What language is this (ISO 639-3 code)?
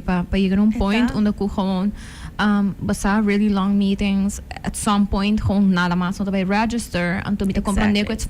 pap